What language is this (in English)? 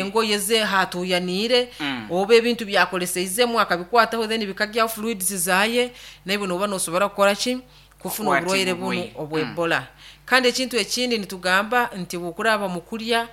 Nyankole